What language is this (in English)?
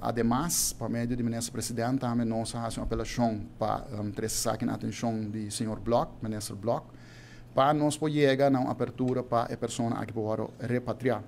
Papiamento